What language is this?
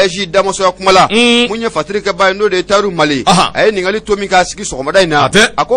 Bambara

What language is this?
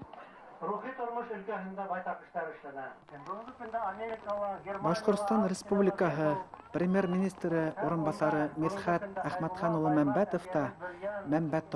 Bashkir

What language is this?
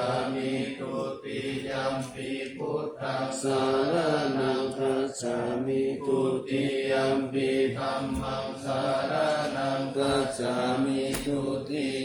Pali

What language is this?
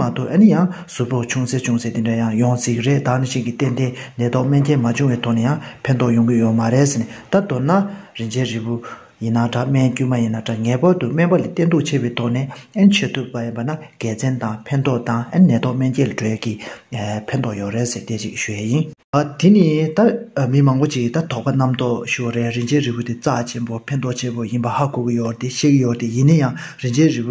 Tibetan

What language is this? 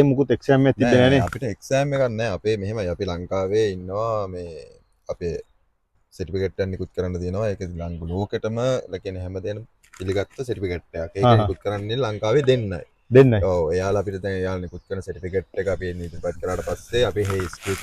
Sinhala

